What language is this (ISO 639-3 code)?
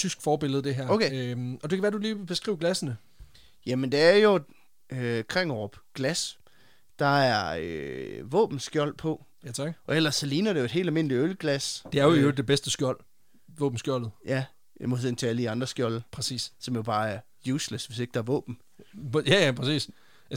dan